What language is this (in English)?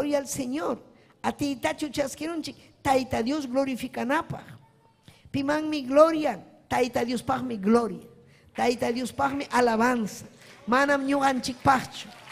Ayacucho Quechua